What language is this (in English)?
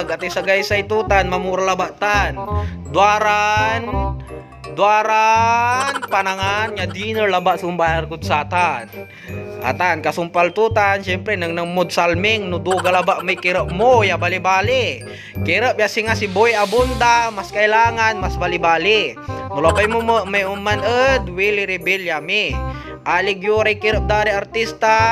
Pangasinan